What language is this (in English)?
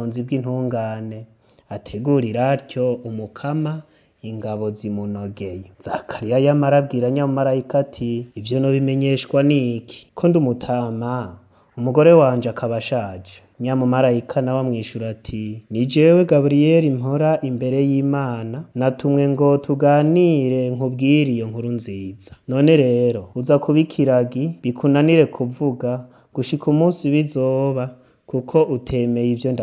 Rundi